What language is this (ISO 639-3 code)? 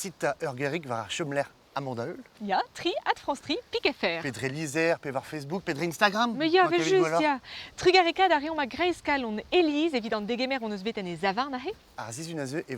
bre